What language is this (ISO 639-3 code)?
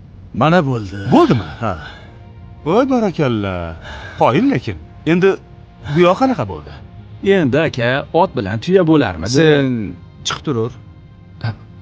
uzb